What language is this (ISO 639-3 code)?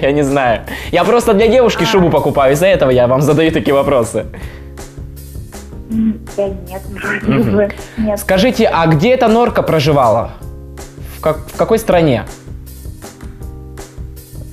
rus